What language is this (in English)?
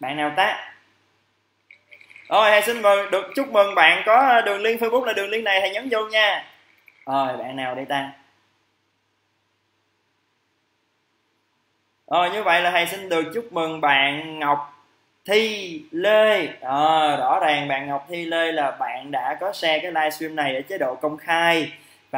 Vietnamese